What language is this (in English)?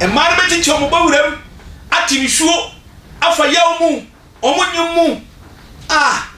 Akan